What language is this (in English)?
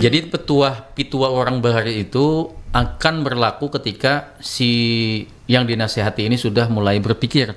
Banjar